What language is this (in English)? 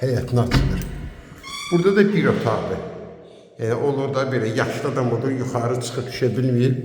Azerbaijani